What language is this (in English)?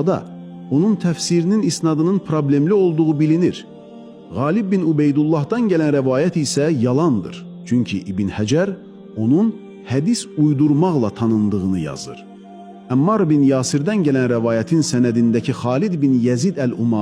Azerbaijani